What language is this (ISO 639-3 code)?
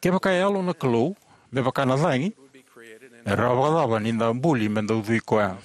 fij